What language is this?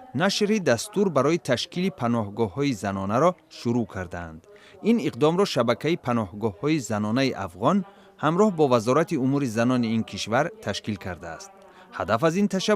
Tajik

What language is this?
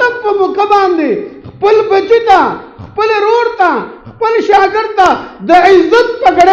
Pashto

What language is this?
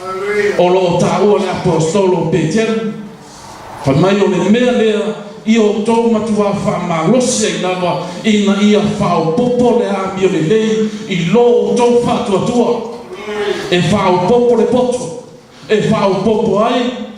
Samoan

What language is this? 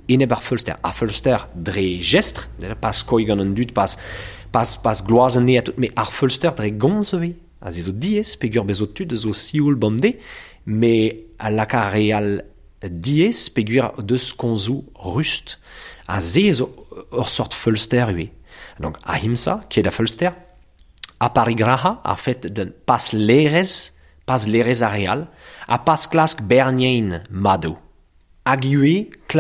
Breton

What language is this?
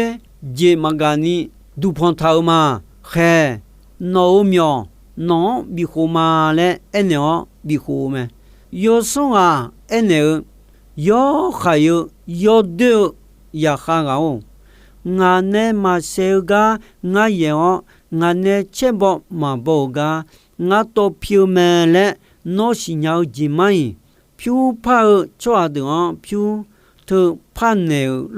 Akha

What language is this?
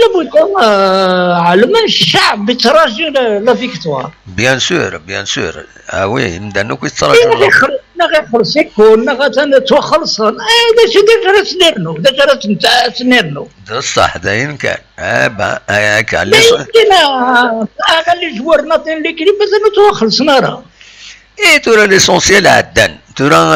Kabyle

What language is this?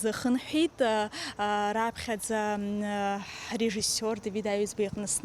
Abkhazian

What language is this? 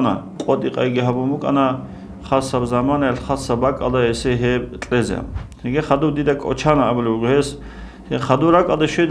Avaric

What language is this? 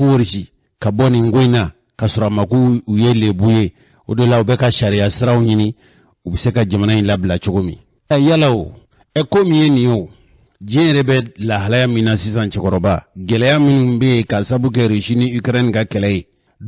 Bambara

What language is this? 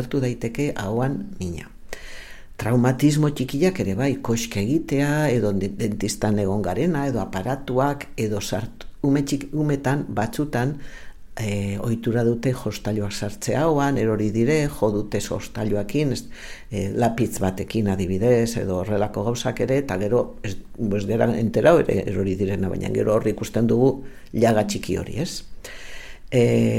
Basque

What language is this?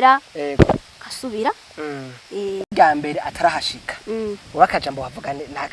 Rundi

